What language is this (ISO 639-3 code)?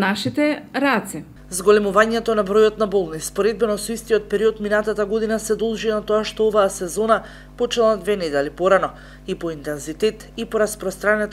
mkd